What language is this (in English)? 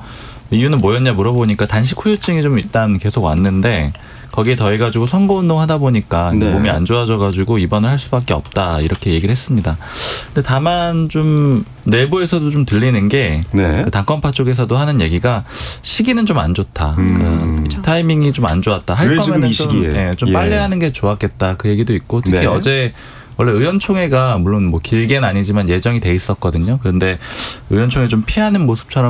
Korean